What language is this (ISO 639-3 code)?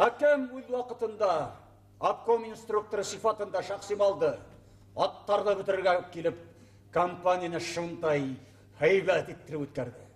bak